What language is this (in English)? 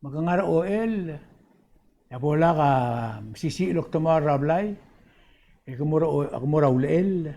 Palauan